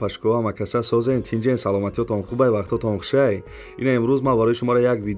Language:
Tajik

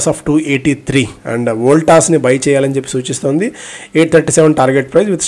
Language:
Telugu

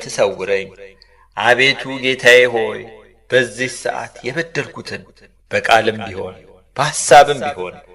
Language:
Amharic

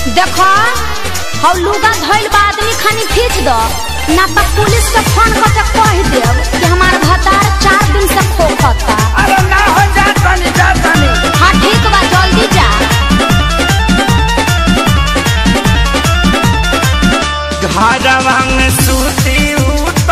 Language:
Bhojpuri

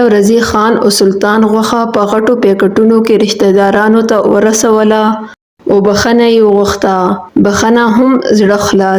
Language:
Pashto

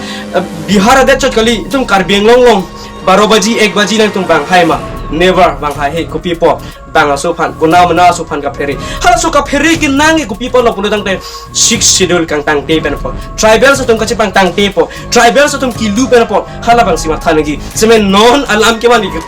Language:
Karbi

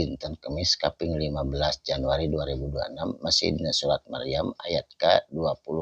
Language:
Sundanese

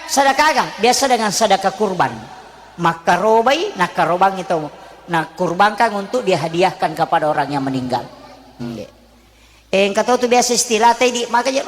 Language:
Buginese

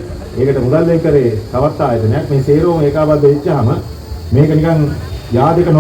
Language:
Sinhala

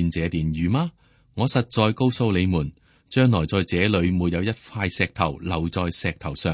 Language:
Cantonese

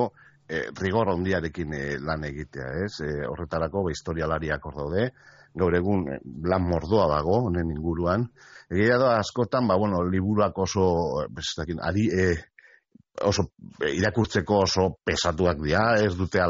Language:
Basque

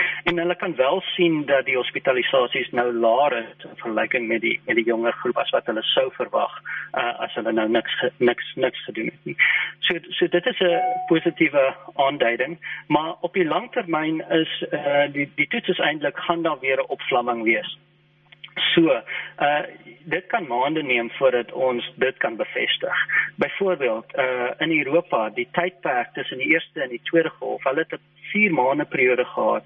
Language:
Afrikaans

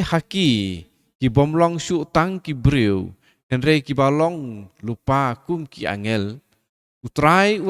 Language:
Khasi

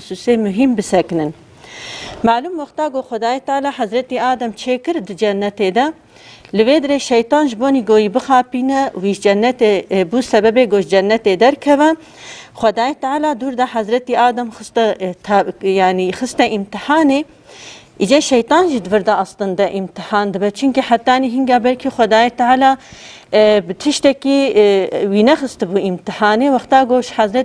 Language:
Kurdish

